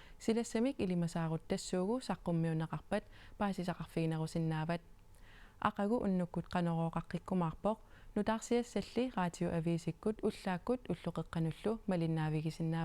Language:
Kalaallisut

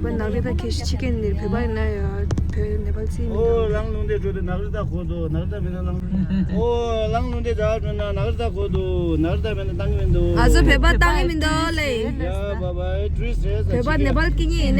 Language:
Tibetan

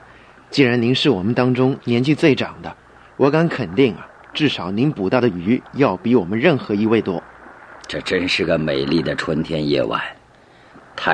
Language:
Chinese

